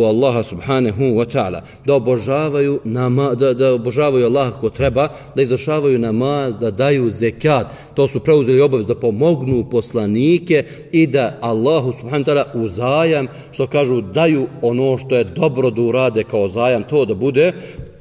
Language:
Bosnian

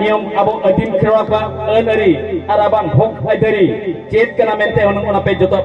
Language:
Santali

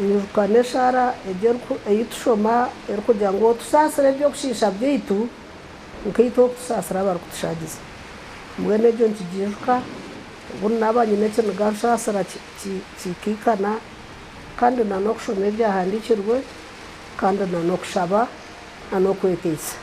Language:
Nyankole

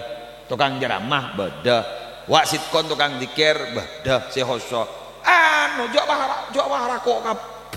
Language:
Madurese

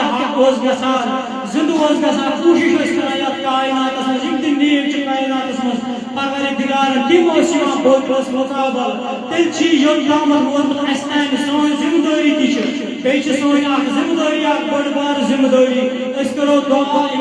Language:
Kashmiri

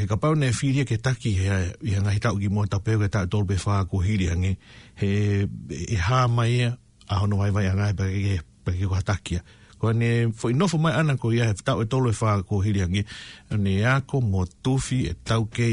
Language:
Tongan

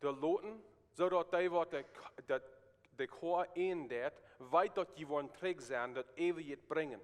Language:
Plautdietsch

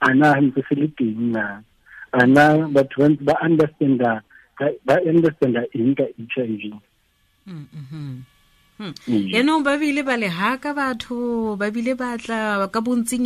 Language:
Tswana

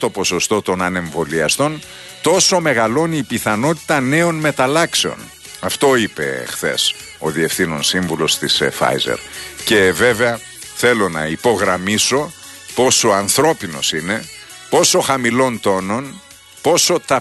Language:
Greek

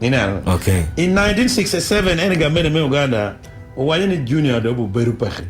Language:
Acoli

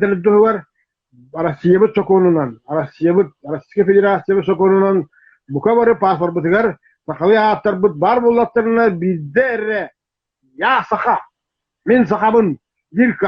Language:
Yakut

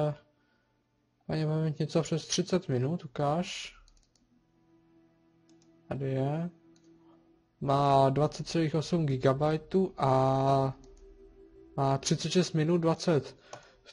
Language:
Czech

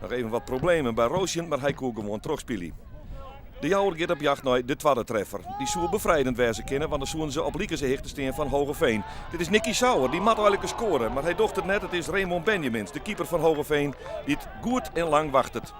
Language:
Western Frisian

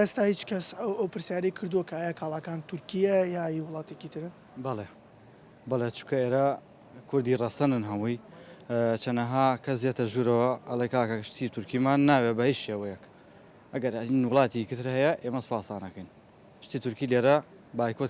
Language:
Central Kurdish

